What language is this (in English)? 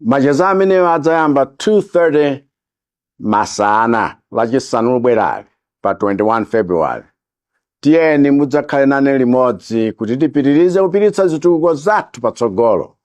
Nyanja